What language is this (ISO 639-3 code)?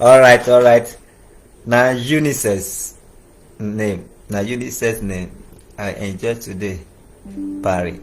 pcm